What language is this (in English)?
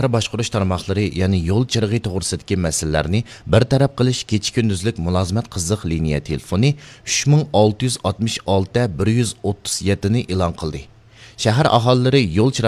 Uyghur